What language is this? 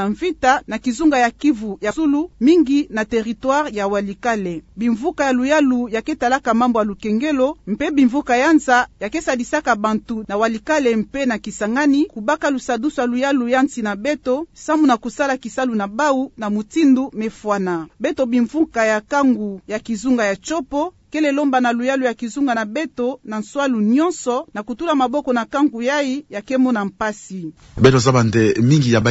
Kituba (Democratic Republic of Congo)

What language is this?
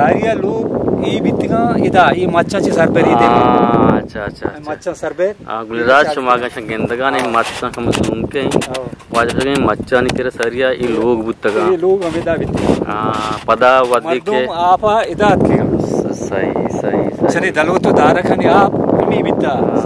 Eastern Balochi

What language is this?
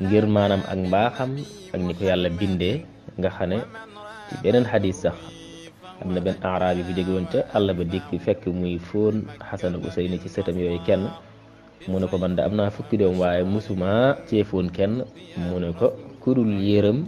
Wolof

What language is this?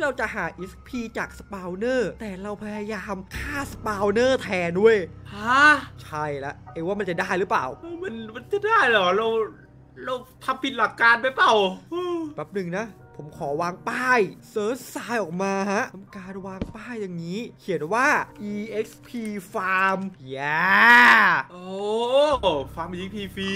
Thai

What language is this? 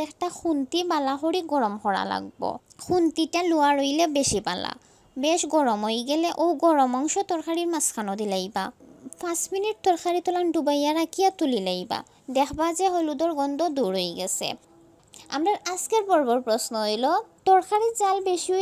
Sylheti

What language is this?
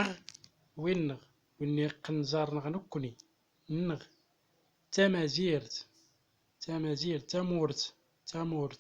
Central Atlas Tamazight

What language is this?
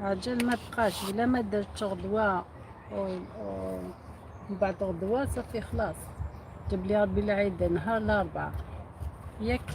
Algerian Arabic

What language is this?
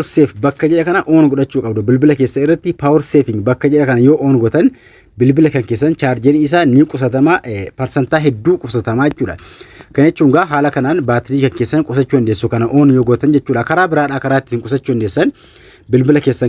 Oromo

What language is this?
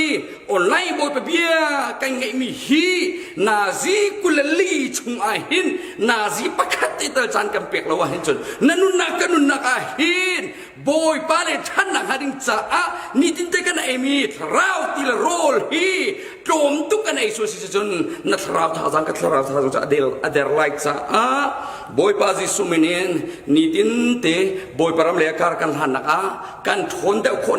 Hakha Chin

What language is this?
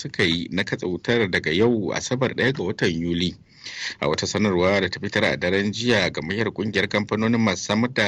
Hausa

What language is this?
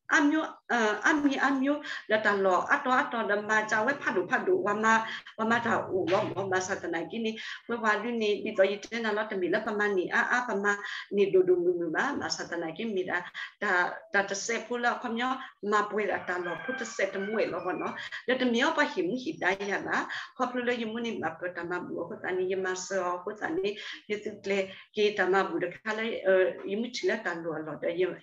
S'gaw Karen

